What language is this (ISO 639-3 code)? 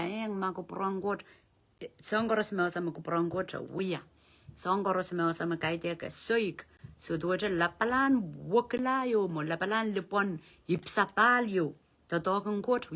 pon